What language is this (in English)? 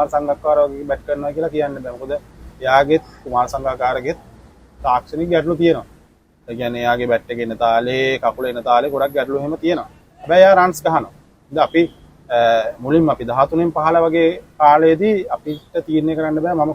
Sinhala